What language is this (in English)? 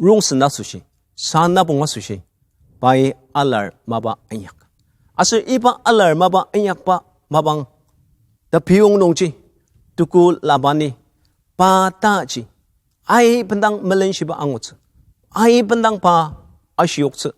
Ao Naga